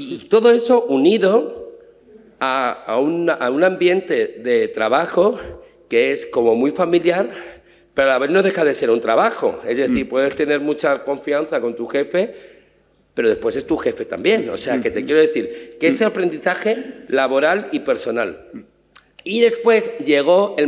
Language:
Spanish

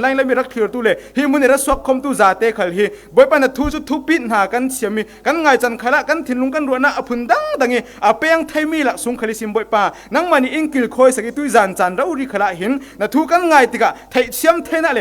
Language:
Falam Chin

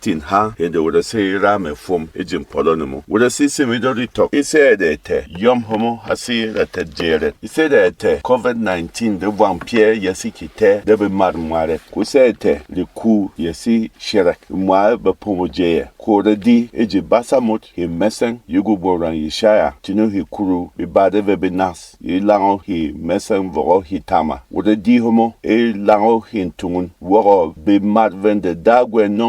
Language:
Berom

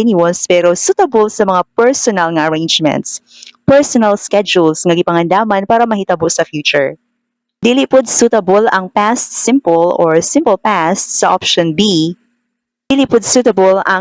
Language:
Cebuano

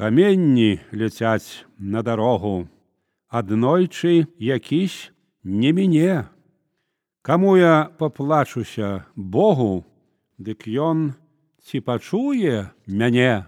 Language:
Belarusian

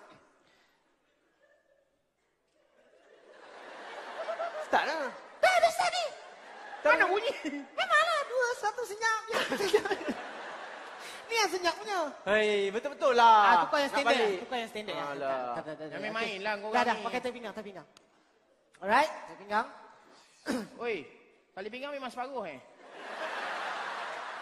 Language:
Malay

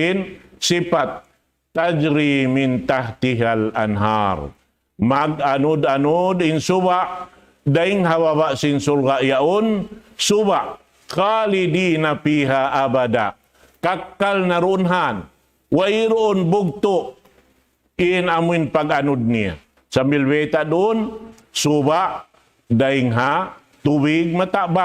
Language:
Tausug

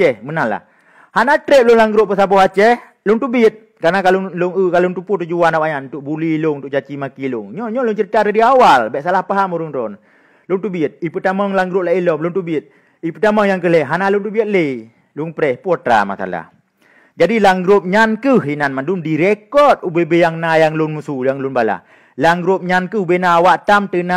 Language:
Achinese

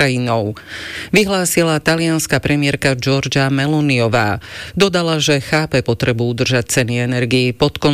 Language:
Slovak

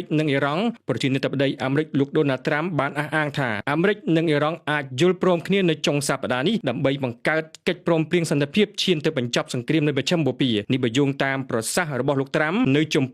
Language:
Khmer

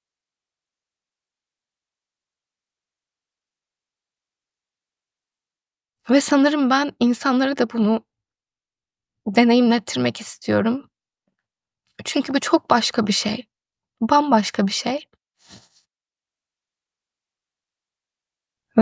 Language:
Turkish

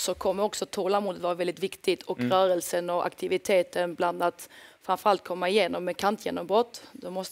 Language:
Swedish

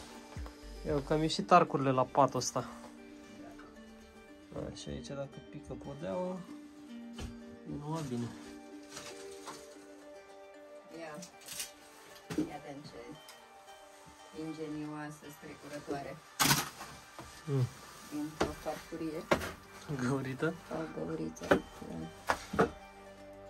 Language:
Romanian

